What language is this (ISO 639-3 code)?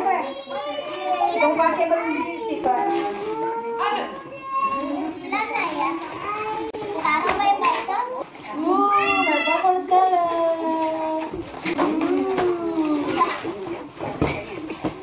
ind